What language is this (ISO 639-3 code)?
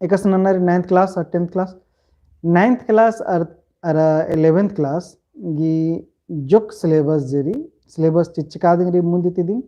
kru